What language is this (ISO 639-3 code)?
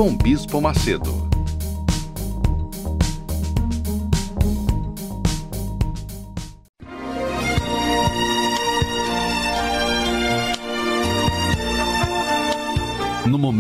por